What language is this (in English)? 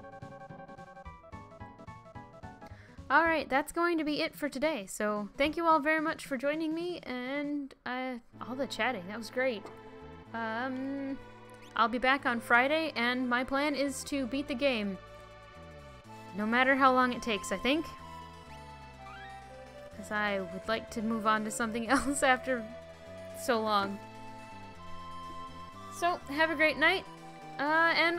English